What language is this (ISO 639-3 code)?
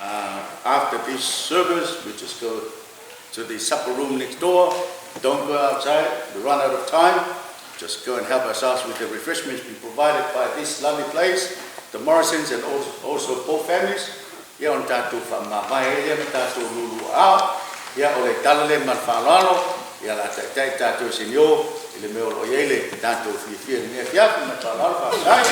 smo